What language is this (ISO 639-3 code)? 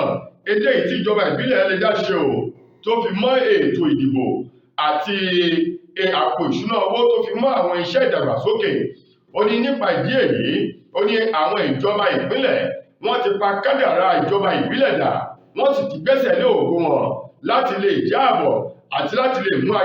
yor